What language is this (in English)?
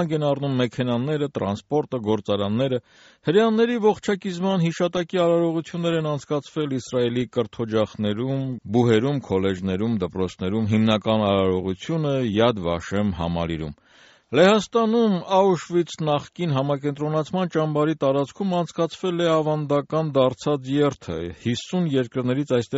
Armenian